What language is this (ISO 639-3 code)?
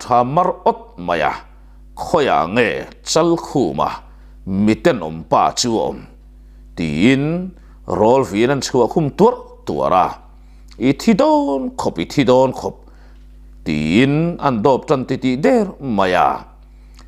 lus